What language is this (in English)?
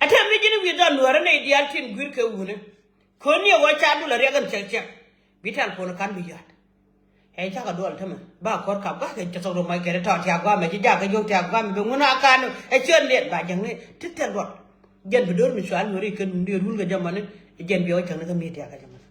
Nuer